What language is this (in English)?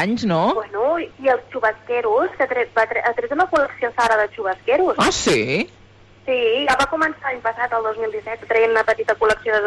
Catalan